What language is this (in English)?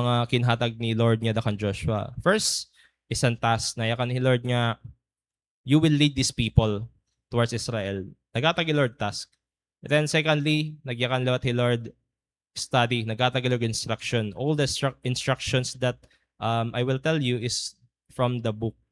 Waray